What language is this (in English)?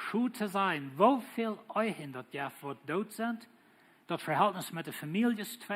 Plautdietsch